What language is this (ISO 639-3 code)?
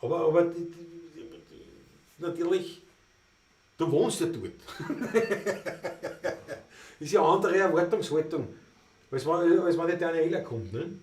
bar